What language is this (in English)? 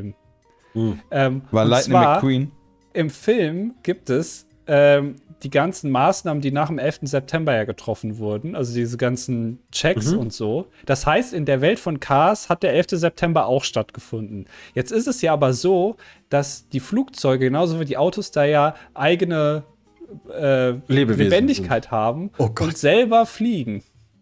German